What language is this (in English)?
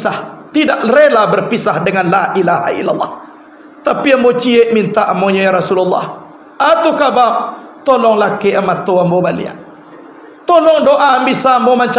Minangkabau